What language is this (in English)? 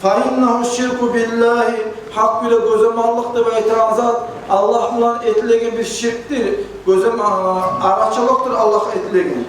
Kumyk